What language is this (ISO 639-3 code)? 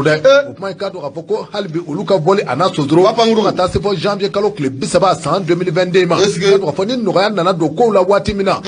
bam